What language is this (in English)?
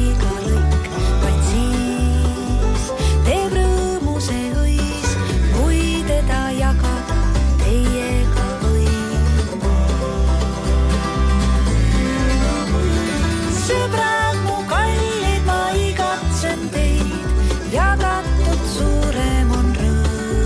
Estonian